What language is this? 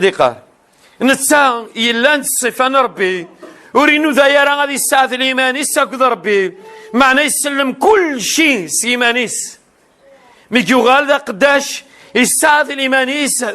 Kabyle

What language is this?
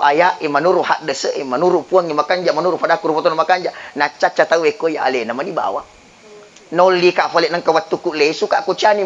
Buginese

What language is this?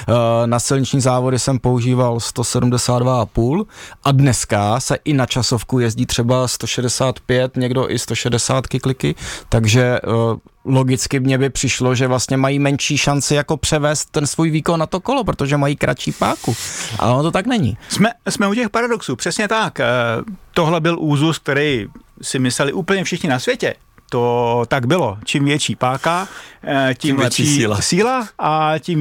Czech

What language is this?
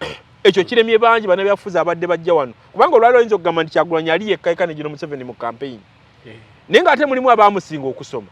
Ganda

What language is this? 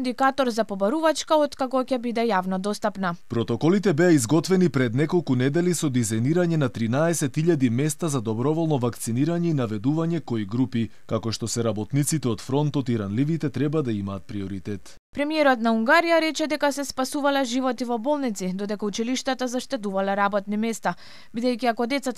Macedonian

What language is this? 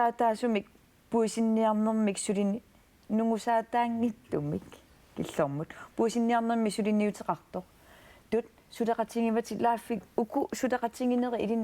Kalaallisut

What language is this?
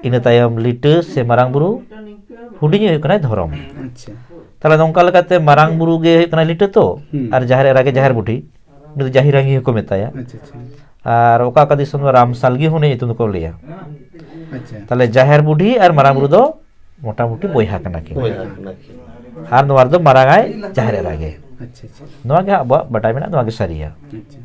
Santali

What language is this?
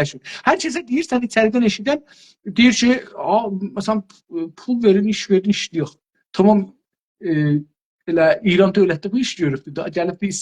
South Azerbaijani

